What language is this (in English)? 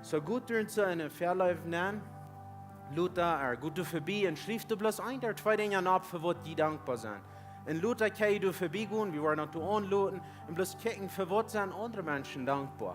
Plautdietsch